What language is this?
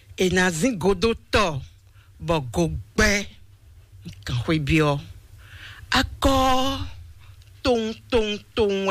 Fon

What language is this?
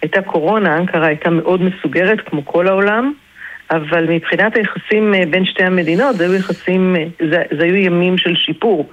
Hebrew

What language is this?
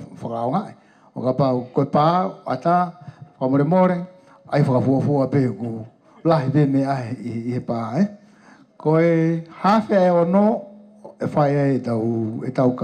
Tongan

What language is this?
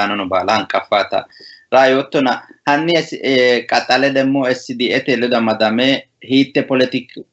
Sidamo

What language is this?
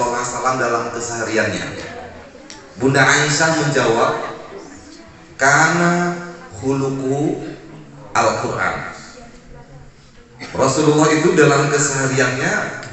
Indonesian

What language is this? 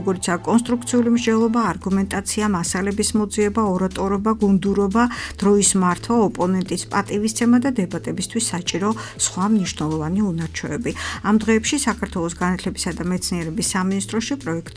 Georgian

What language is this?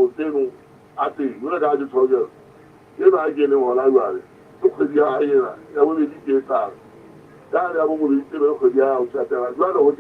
Southern Sotho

